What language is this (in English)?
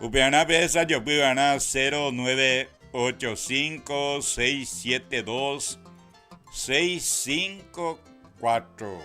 Guarani